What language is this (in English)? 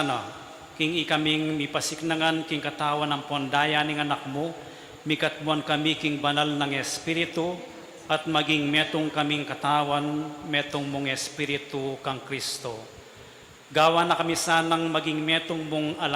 Pampanga